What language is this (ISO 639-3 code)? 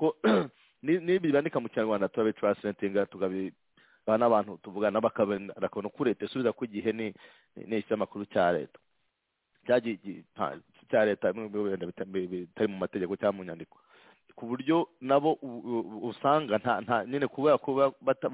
kin